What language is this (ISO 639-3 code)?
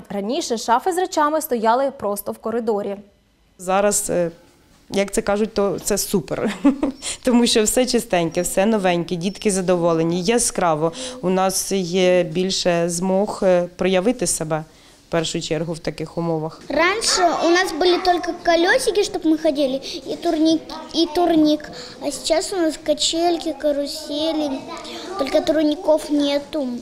ukr